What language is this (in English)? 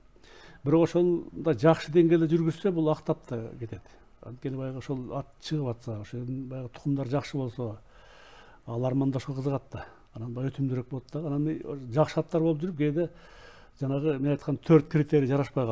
Kyrgyz